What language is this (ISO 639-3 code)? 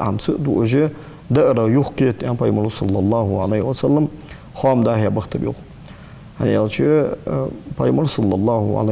inh